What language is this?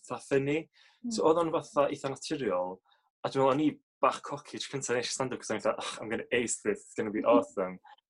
Welsh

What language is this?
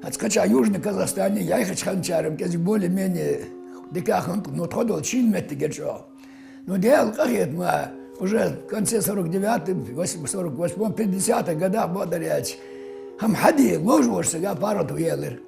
Ingush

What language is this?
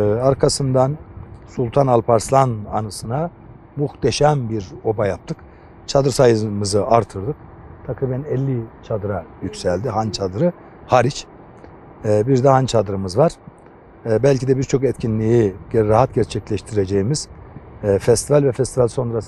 Turkish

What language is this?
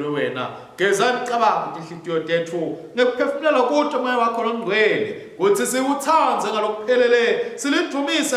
Swati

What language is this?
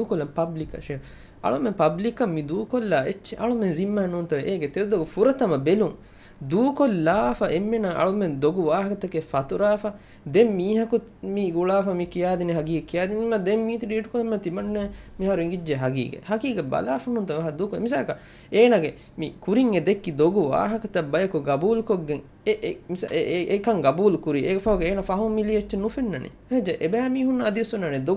Divehi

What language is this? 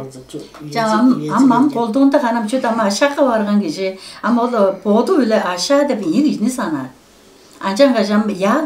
Tuvinian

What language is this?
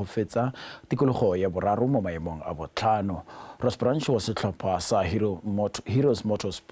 Tswana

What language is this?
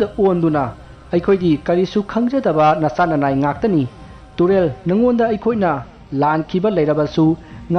Manipuri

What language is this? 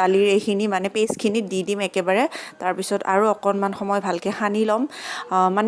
Assamese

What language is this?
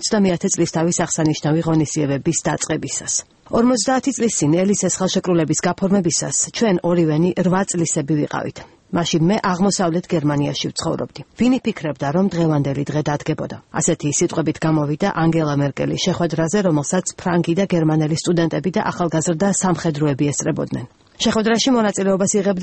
Georgian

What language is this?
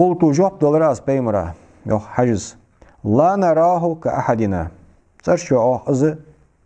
Ingush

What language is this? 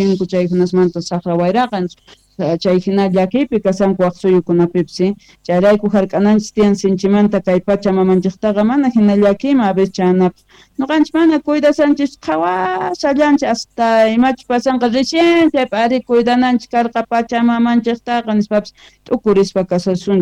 Quechua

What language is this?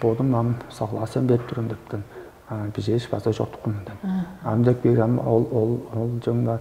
Tuvinian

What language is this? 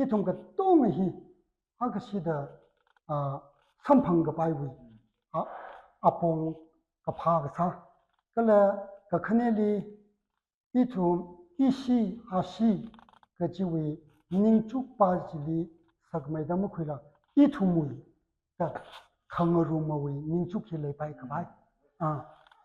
Tangkhul Naga (India)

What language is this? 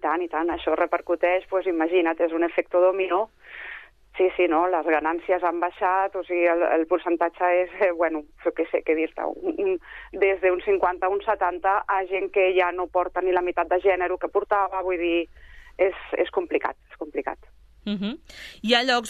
Catalan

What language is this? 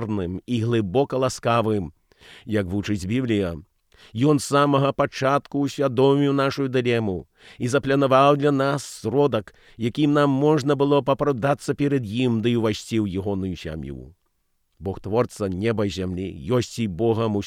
Belarusian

